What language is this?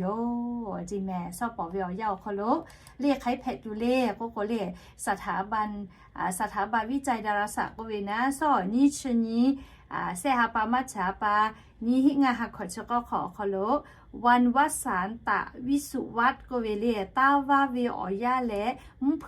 Lahu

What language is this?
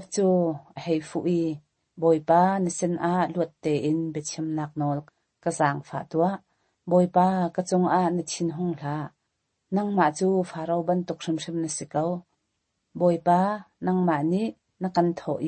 Hakha Chin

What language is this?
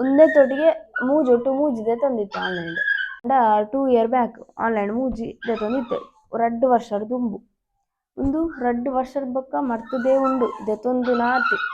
Tulu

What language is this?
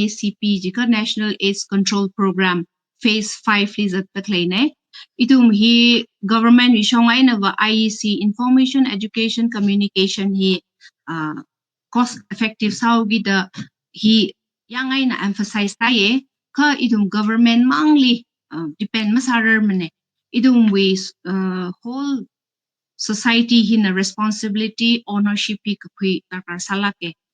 Tangkhul Naga (India)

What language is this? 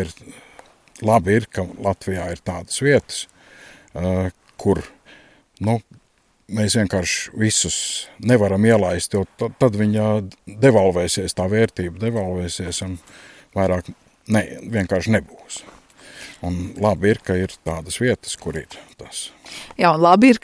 Latvian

